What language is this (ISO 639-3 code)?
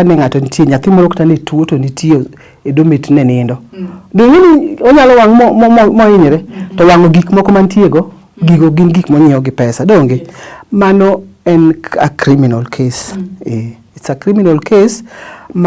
luo